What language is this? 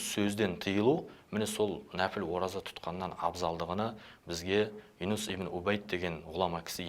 Kazakh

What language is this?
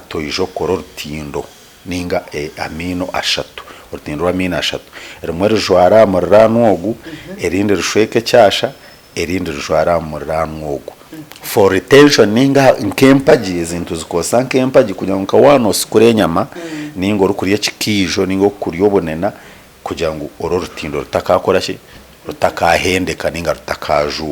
Nyankole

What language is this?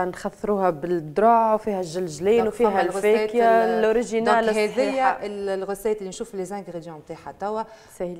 Tunisian Arabic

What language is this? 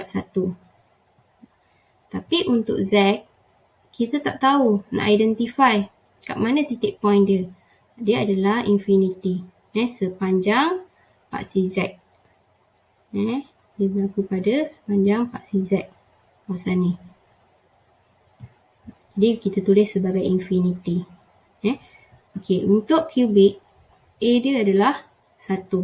Malay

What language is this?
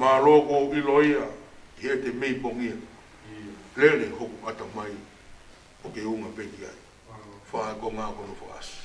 Tongan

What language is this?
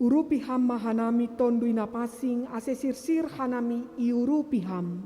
Batak Simalungun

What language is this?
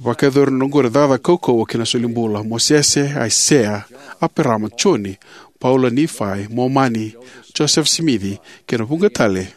Fijian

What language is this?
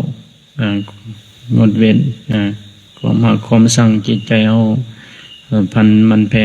Lao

